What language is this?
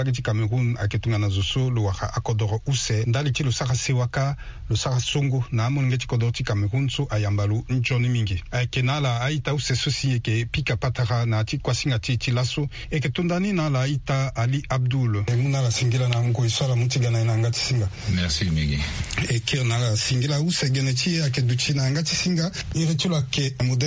Sango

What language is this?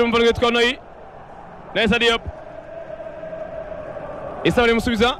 Kinyarwanda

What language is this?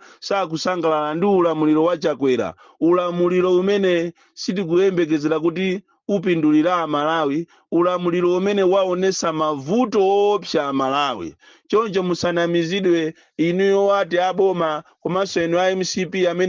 Nyanja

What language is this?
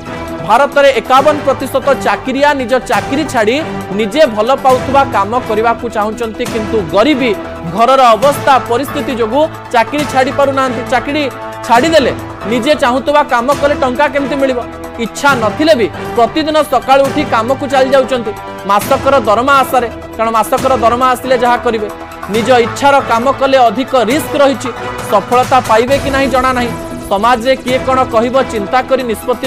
Odia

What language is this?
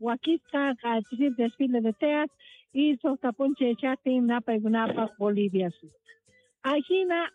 South Bolivian Quechua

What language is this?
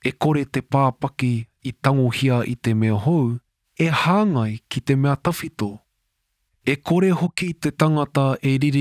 Māori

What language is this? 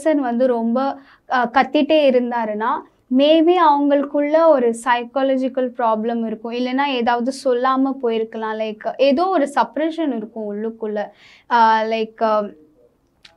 Tamil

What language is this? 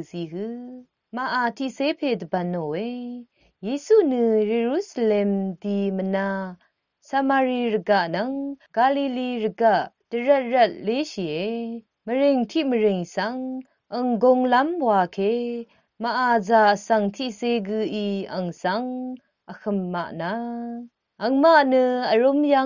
Rawang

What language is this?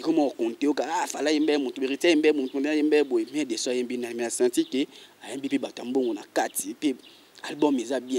Lingala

